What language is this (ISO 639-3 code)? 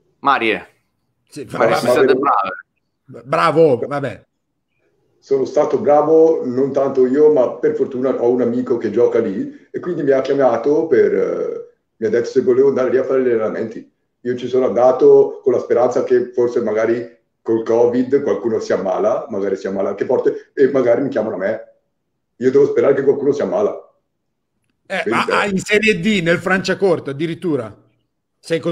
ita